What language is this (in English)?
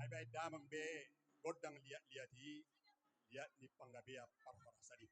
Batak Toba